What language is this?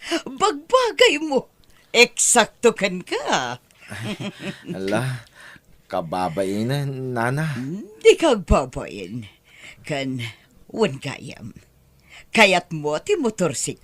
Iloko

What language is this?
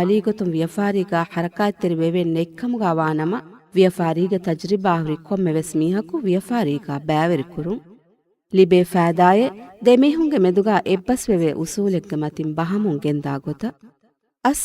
Divehi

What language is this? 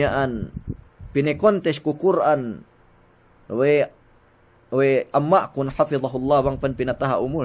Yakan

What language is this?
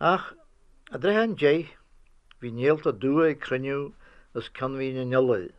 Irish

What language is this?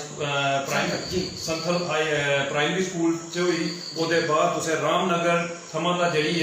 Dogri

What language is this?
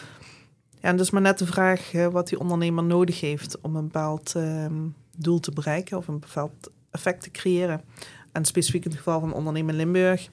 Dutch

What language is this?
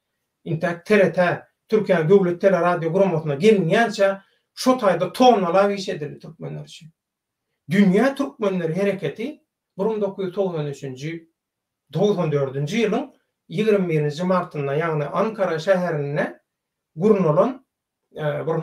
Turkmen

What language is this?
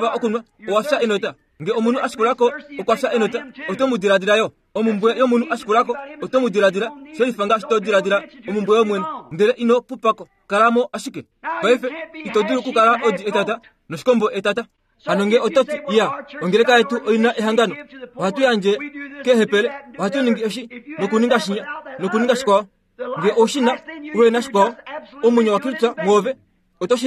Kuanyama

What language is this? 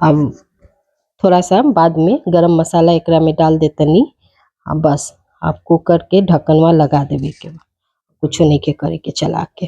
Bhojpuri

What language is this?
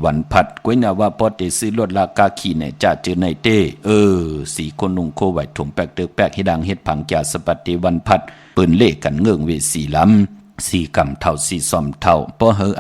Shan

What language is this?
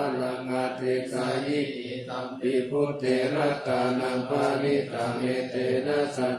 Pali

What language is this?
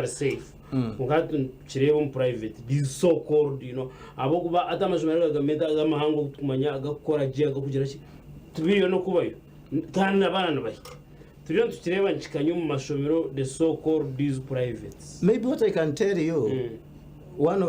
Nyankole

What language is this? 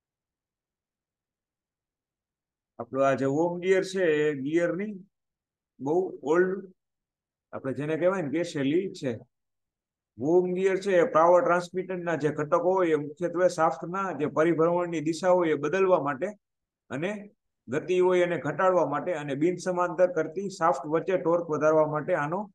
Gujarati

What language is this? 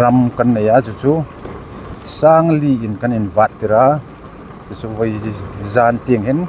Hmar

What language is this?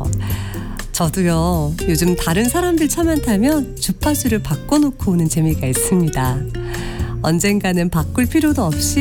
Korean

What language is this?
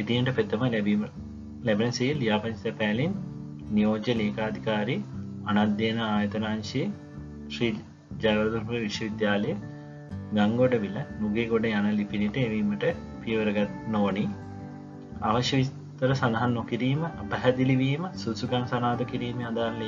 Sinhala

